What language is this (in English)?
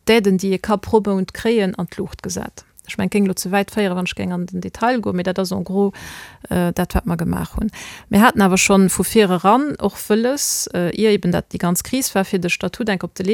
Luxembourgish